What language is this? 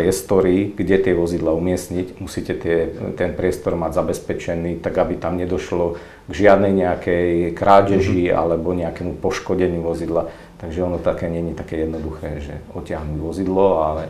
Slovak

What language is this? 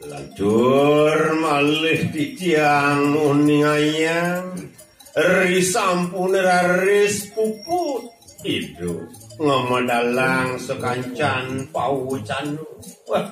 Balinese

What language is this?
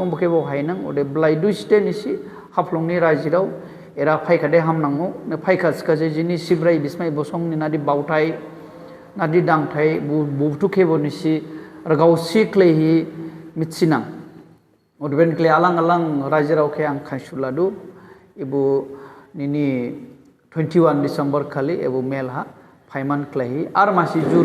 Dimasa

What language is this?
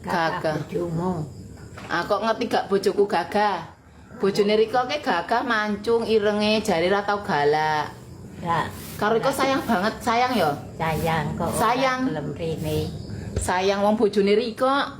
Javanese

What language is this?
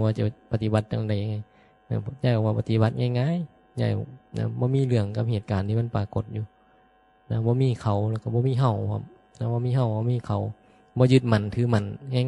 Northeastern Thai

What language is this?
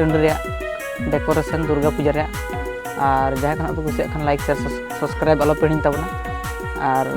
Santali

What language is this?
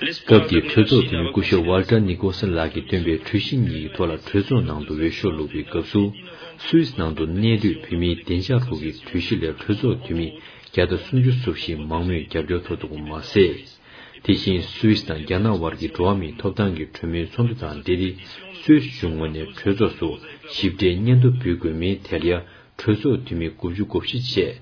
Tibetan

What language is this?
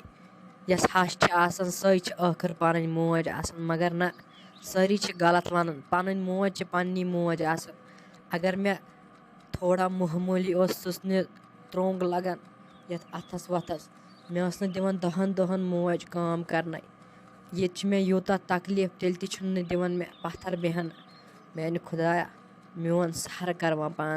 Kashmiri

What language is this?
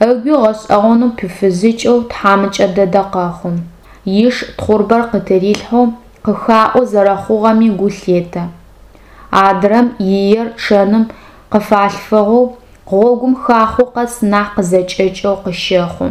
Adyghe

